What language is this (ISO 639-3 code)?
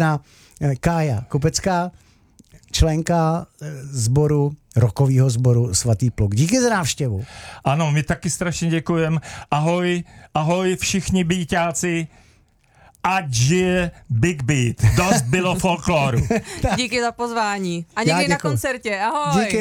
ces